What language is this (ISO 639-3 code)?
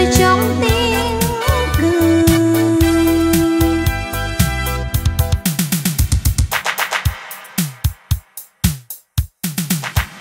vie